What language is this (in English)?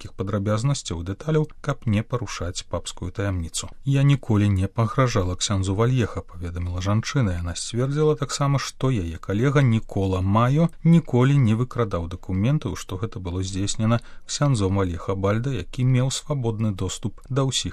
Belarusian